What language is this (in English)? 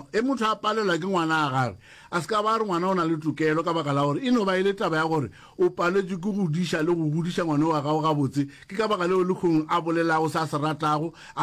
Northern Sotho